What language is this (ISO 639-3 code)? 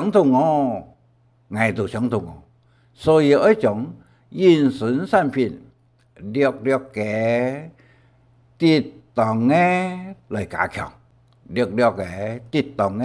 hak